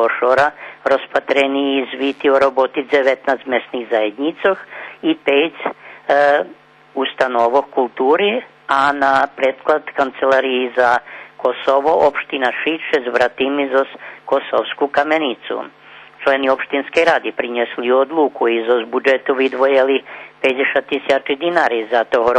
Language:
Rusyn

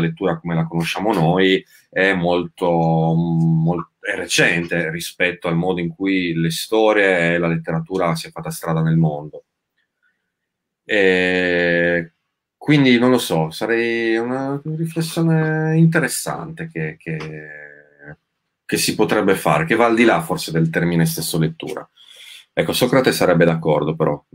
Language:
Italian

